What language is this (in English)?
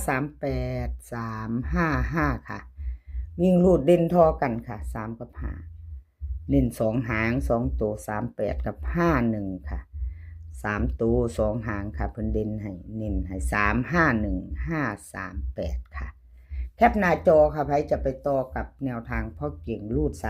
Northeastern Thai